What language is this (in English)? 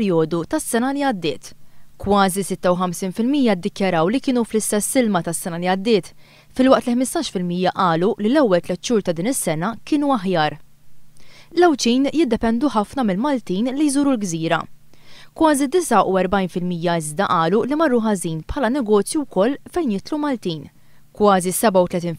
Maltese